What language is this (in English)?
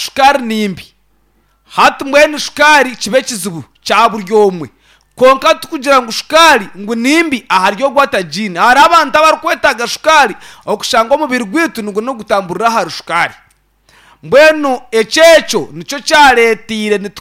Nyankole